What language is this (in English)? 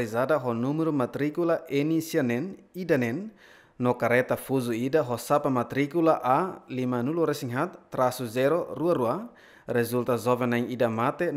Tetum